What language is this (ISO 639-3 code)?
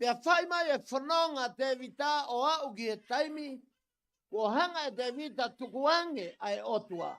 ton